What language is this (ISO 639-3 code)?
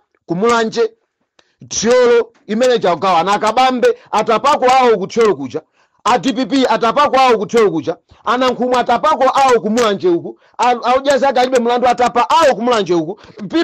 nya